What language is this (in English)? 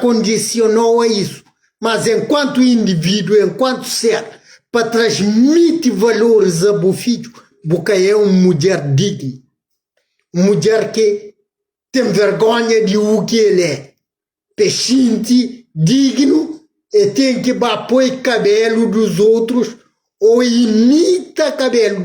Kabuverdianu